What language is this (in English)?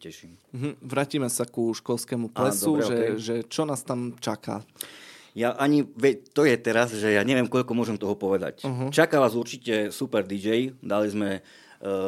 Slovak